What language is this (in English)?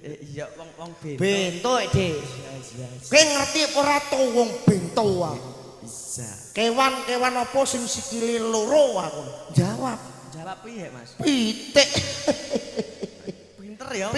Javanese